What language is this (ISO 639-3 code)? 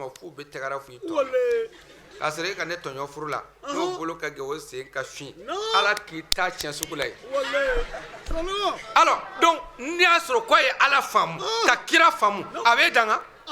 bam